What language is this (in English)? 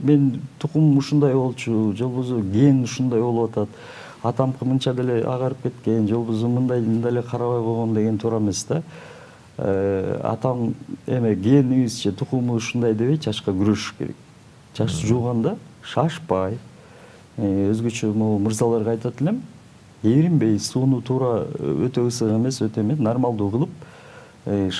Kyrgyz